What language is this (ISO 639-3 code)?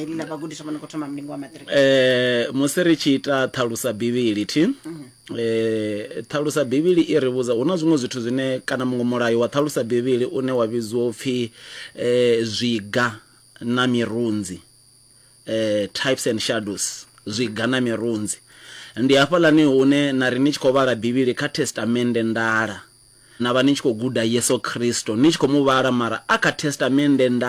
ven